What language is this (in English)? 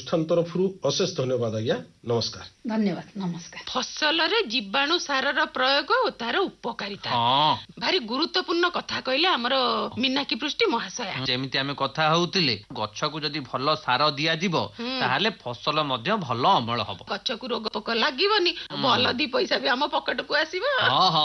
Odia